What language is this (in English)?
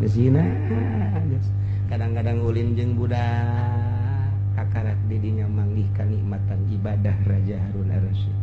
Sundanese